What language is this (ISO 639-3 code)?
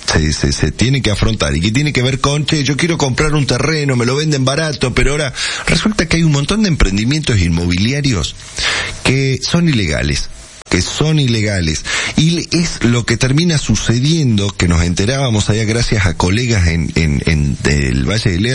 spa